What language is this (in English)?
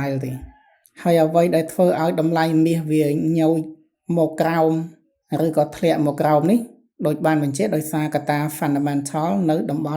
Khmer